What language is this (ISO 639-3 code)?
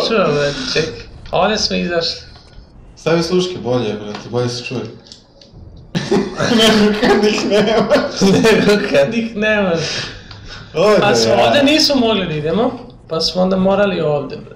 srp